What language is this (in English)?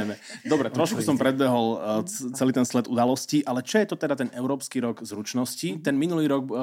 Slovak